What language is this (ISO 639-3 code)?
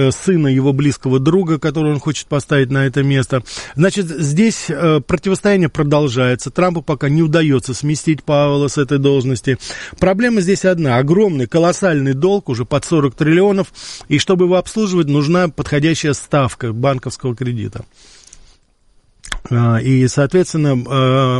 rus